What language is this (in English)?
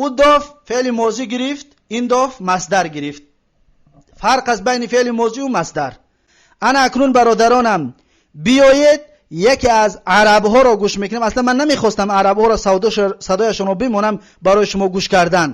Tajik